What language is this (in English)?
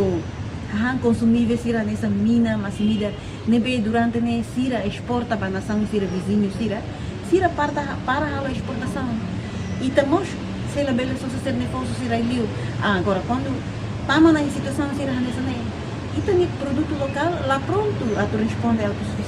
Tetum